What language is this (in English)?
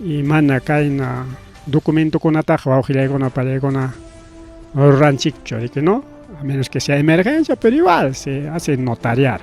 Ayacucho Quechua